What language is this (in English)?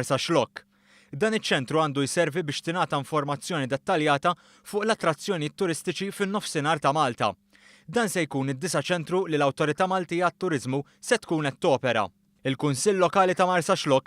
Maltese